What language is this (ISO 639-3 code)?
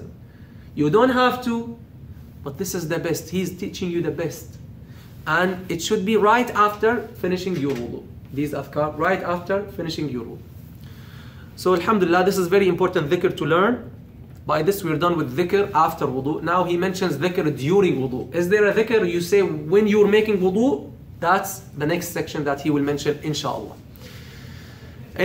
eng